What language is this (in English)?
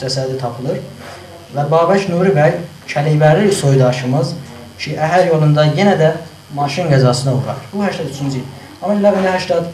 South Azerbaijani